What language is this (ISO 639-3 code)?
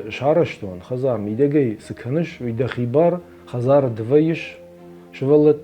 oss